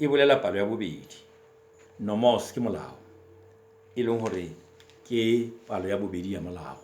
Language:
Southern Sotho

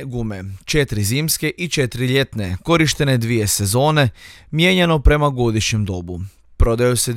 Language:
Croatian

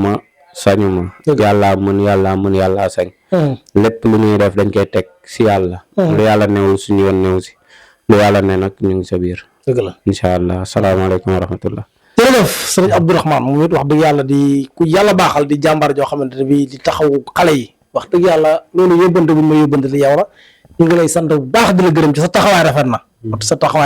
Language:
Wolof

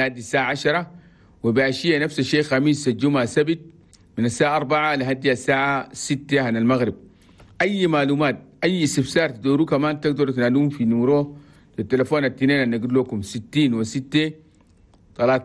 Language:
Chadian Arabic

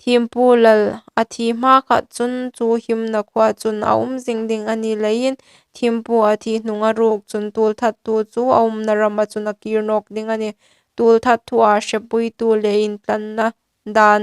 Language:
Hmar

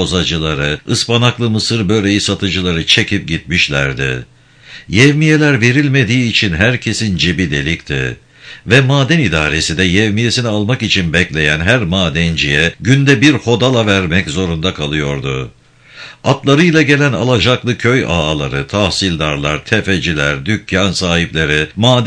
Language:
Turkish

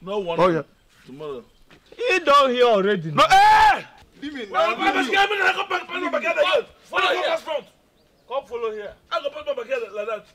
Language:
Nigerian Pidgin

